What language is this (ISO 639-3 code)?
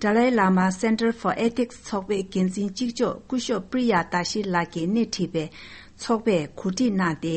bod